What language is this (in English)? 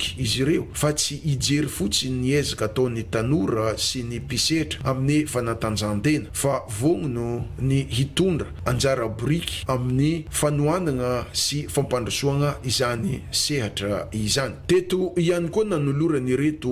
Malagasy